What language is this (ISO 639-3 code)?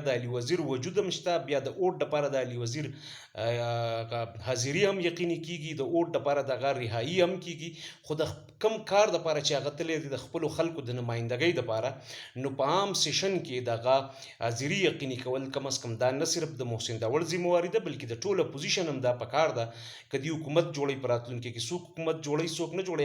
pus